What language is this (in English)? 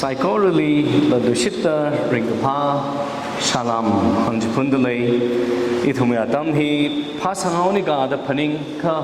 Tangkhul Naga (India)